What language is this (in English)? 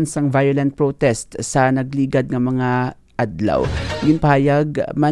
Hiligaynon